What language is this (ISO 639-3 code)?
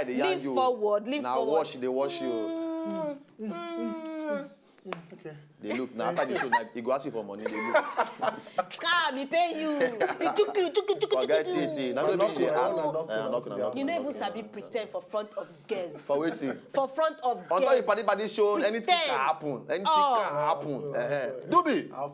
pcm